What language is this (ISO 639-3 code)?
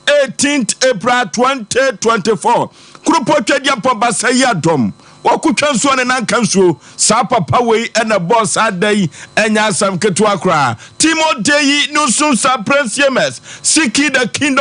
aka